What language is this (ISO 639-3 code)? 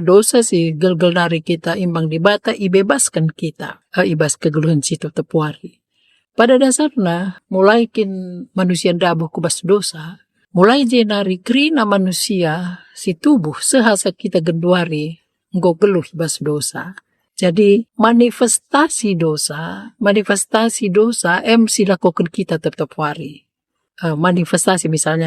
btx